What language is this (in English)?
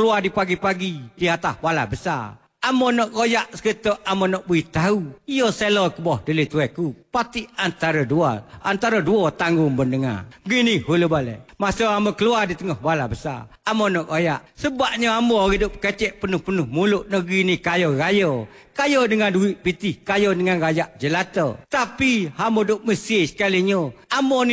Malay